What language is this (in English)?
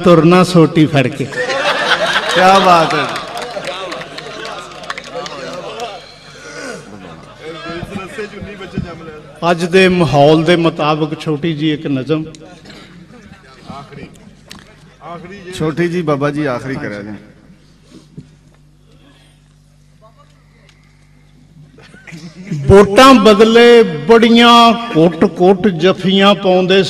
Punjabi